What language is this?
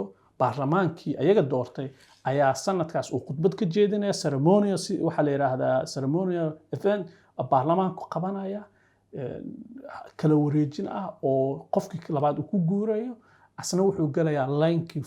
Somali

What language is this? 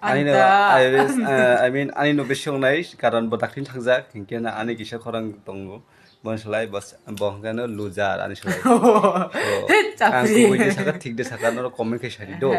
Kok Borok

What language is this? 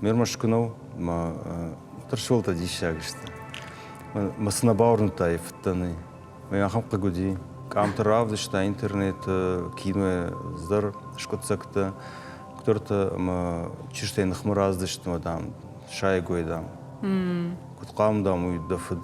Ossetic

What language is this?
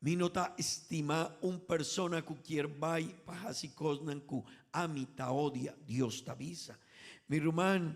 Papiamento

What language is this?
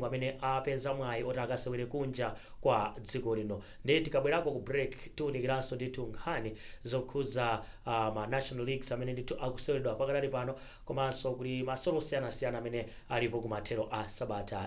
Nyanja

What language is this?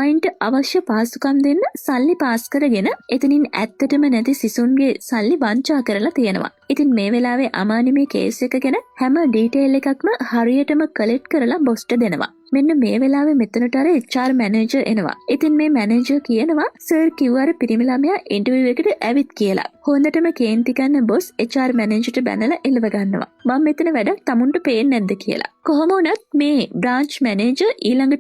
Sinhala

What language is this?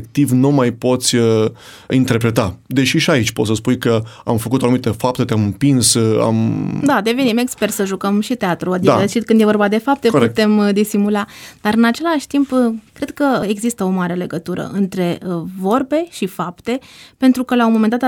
Romanian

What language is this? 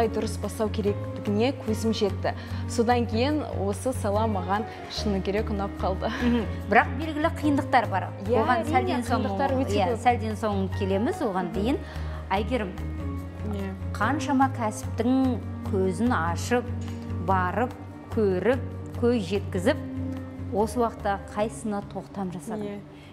Kazakh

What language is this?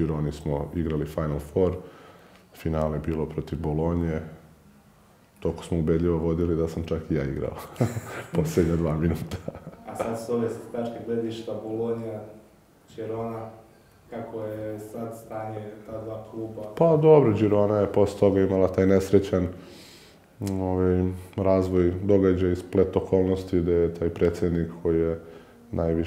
Serbian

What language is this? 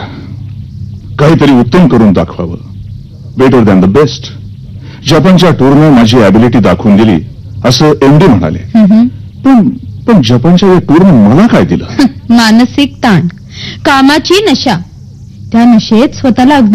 Marathi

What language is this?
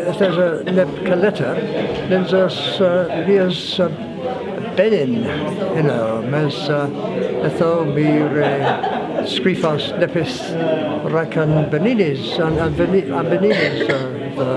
Cornish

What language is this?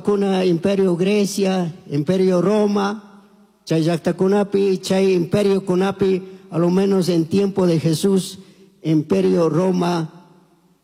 Chimborazo Highland Quichua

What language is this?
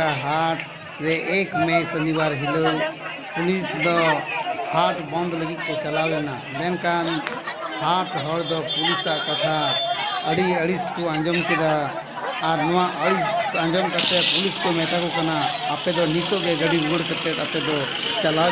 Santali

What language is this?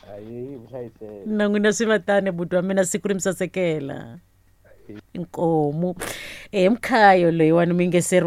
Tsonga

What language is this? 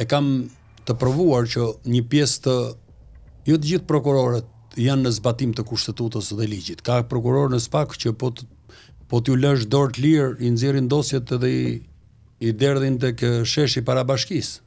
Albanian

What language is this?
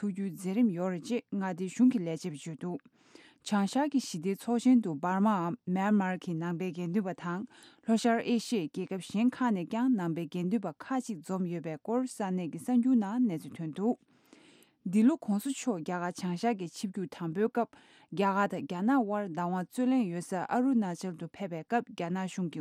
Tibetan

